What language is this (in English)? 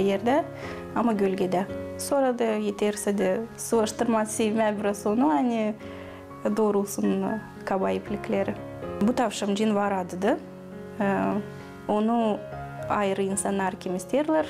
Gagauz